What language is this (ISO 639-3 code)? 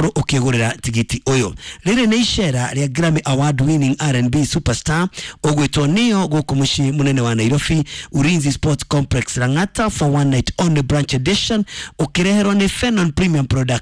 kik